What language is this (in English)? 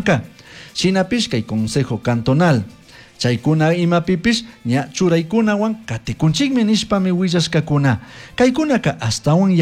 Chimborazo Highland Quichua